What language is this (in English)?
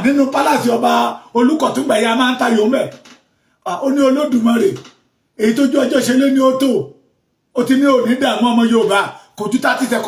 Yoruba